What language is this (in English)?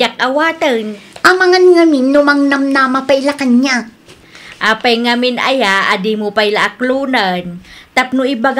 Iloko